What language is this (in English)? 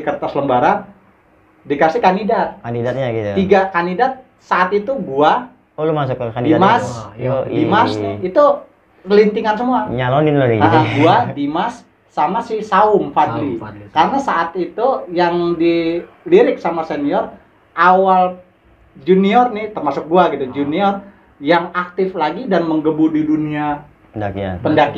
Indonesian